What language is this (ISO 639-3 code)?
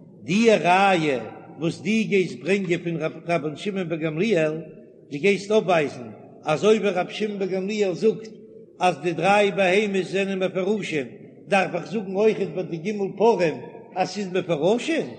yid